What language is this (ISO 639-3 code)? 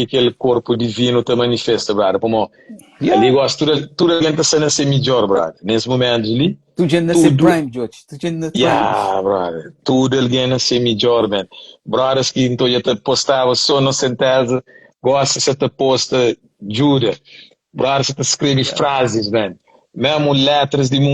kea